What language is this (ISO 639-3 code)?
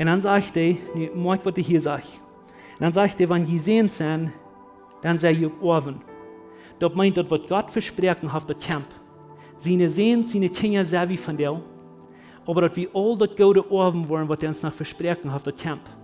pdt